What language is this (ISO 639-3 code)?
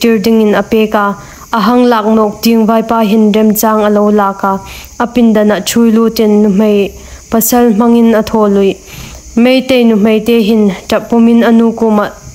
hmr